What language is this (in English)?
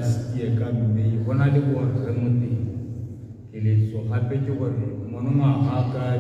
Tswana